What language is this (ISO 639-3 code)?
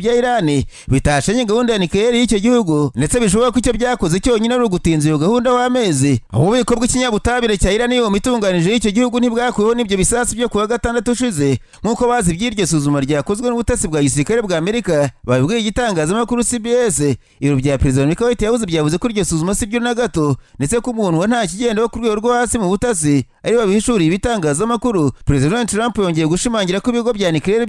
kin